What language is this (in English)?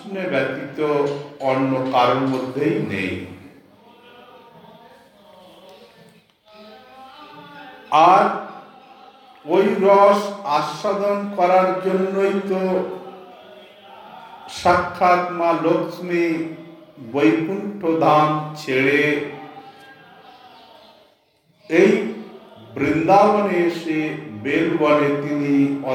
Bangla